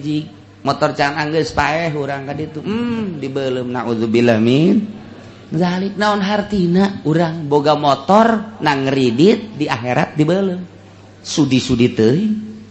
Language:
Sundanese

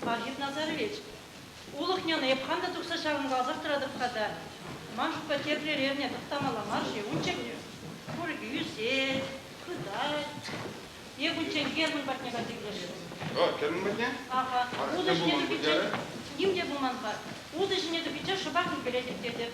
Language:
Chuvash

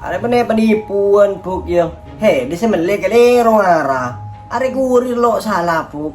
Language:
Madurese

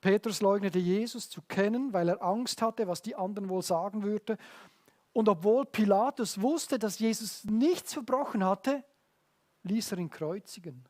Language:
Swiss German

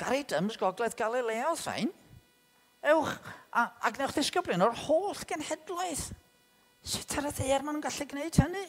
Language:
Welsh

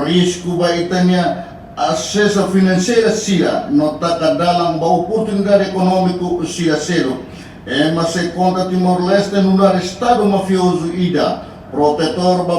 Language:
Tetum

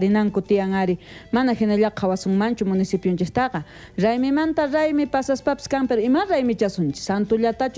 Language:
South Bolivian Quechua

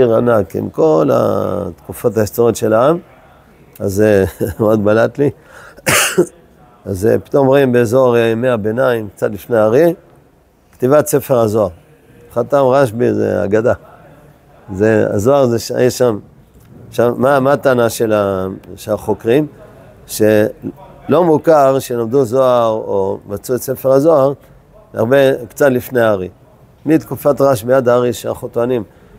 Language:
Hebrew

